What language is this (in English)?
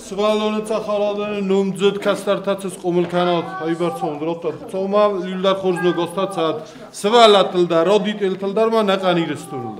Ossetic